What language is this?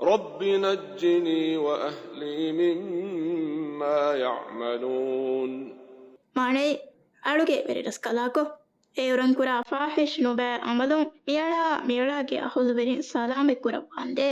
Divehi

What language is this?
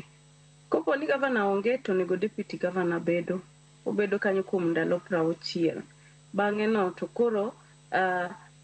Luo (Kenya and Tanzania)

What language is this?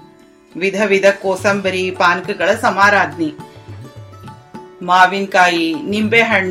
Kannada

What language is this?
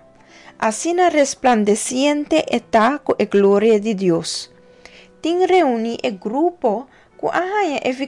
Papiamento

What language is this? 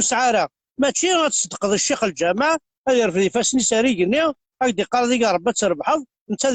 Kabyle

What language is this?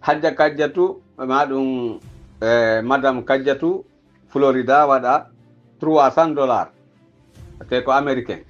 Pular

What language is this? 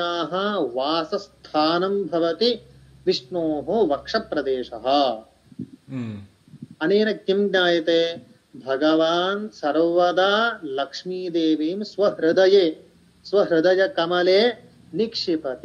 Sanskrit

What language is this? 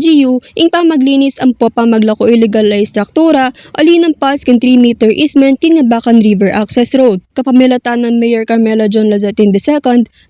Pampanga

